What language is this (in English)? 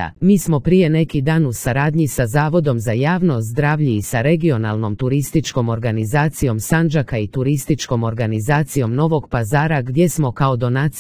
Serbian